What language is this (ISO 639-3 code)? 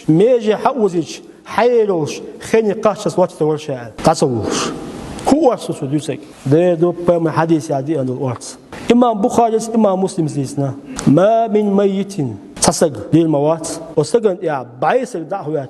che